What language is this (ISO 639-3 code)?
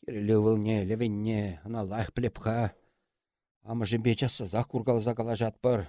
chv